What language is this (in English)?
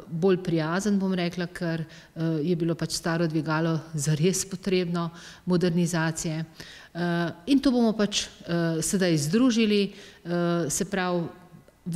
Slovenian